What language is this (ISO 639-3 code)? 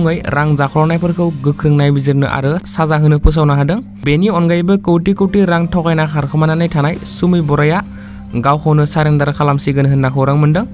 brx